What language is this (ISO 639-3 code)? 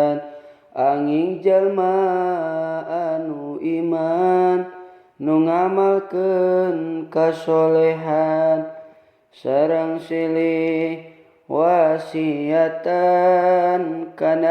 sun